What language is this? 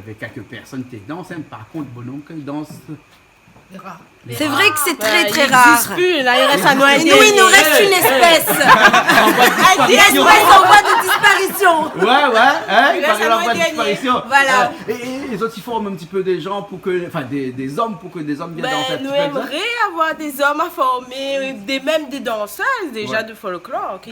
Réunion Creole French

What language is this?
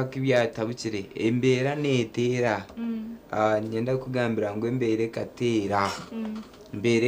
Nyankole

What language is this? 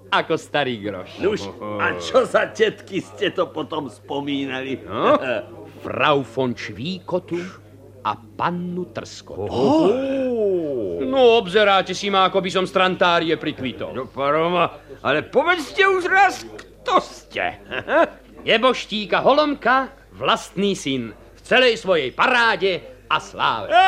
Slovak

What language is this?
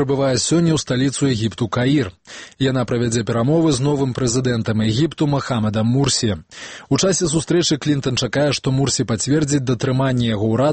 Belarusian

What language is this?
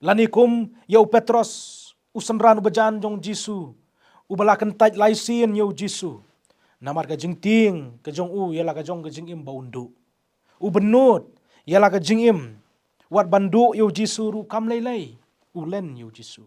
Khasi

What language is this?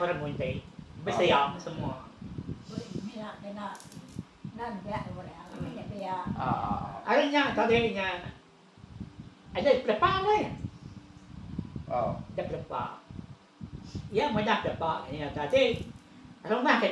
Iban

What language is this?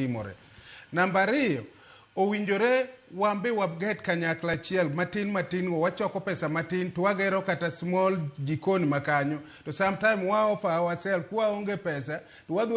Luo (Kenya and Tanzania)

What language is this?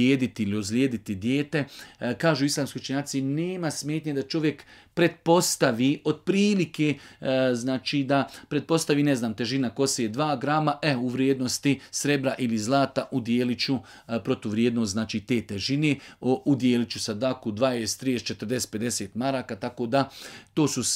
Bosnian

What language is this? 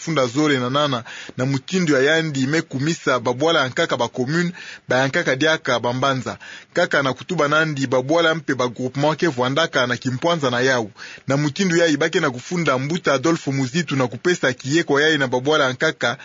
Kituba (Democratic Republic of Congo)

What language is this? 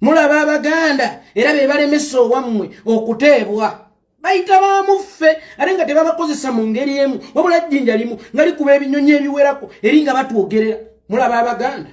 Ganda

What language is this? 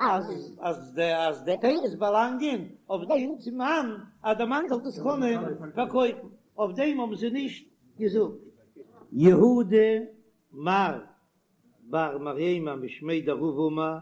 Yiddish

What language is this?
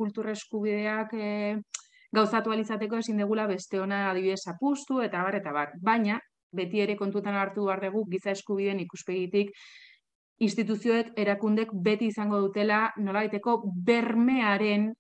Basque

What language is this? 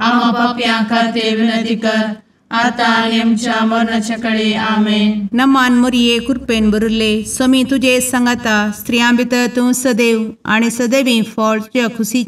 Konkani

